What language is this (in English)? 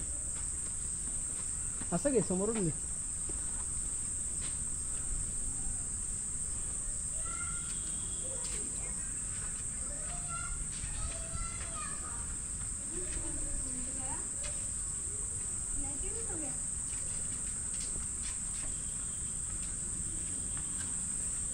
Marathi